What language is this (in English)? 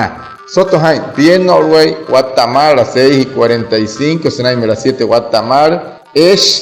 Wayuu